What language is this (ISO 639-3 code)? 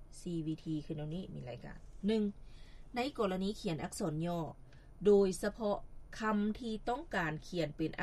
lao